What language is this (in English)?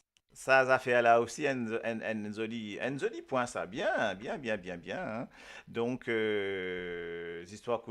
Morisyen